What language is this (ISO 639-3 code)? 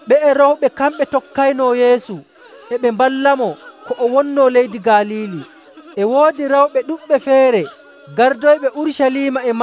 fuv